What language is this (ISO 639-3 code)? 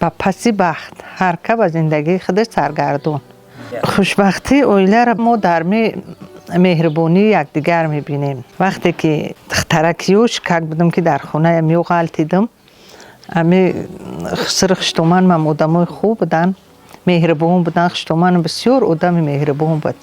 tgk